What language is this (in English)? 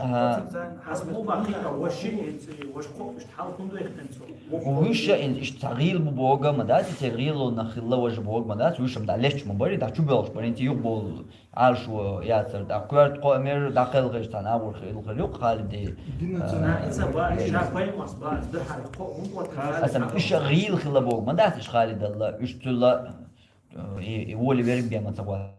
Chechen